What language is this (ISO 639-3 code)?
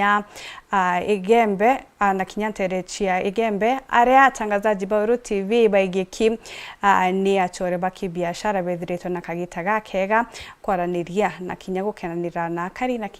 mer